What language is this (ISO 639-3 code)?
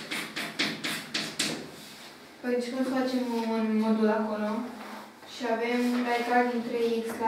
ron